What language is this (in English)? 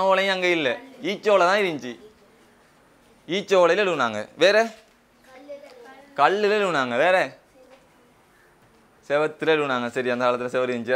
Tamil